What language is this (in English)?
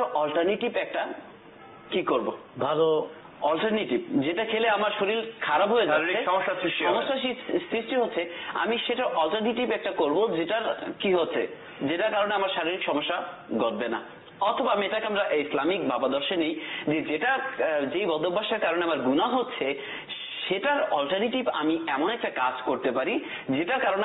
Bangla